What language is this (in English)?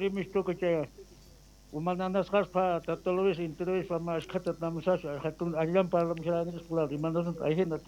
Quechua